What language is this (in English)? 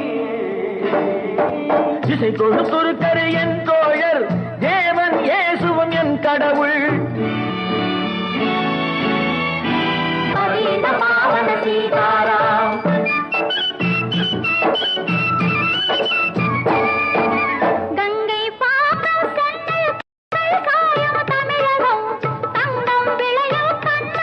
Tamil